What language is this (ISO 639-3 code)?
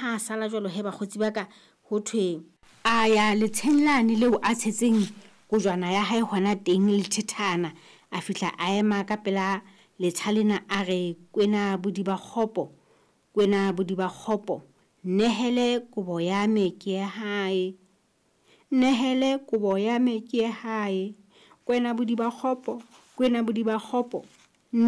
sot